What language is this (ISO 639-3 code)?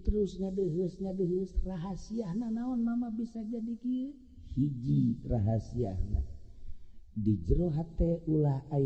sun